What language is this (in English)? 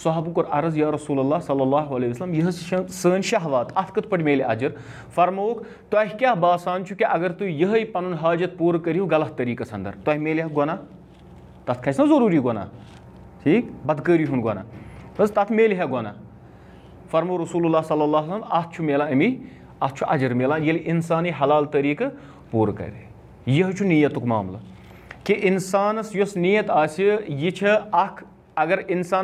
Kashmiri